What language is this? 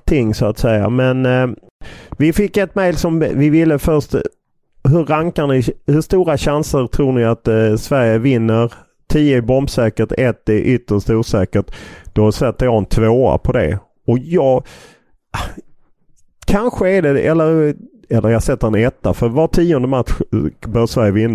Swedish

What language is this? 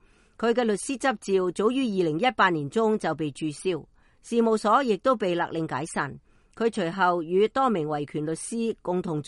Cantonese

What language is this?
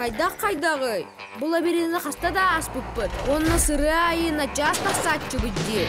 Yakut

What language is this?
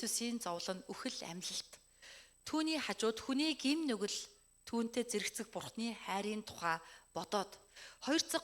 Mongolian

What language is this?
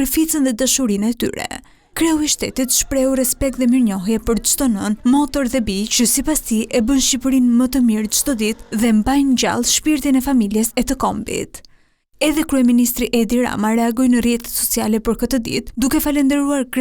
Albanian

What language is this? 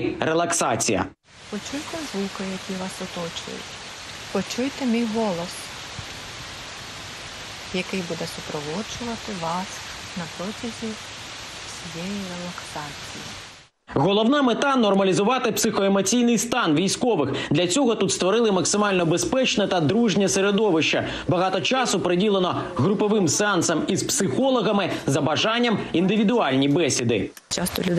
Ukrainian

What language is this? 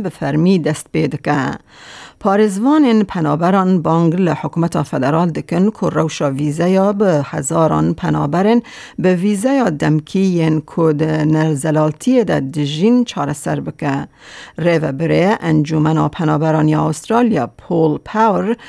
Kurdish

